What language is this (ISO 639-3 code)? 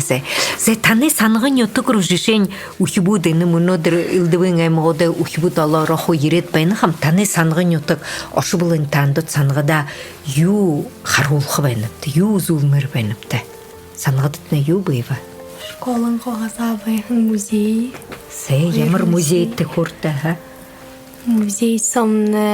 bua